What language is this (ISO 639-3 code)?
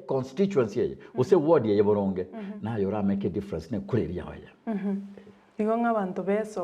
guz